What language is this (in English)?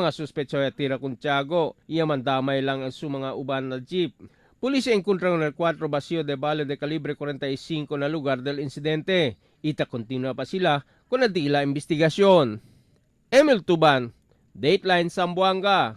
Chavacano